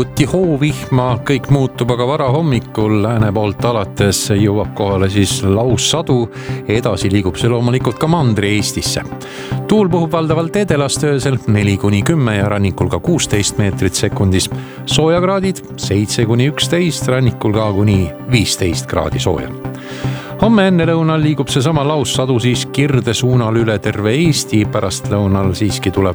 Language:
Estonian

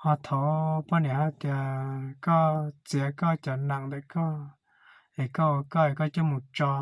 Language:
Hmong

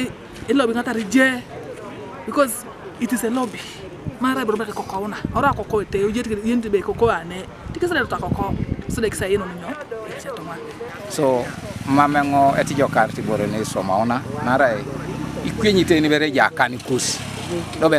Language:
Teso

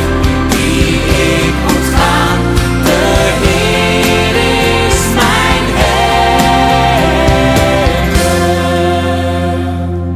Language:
Dutch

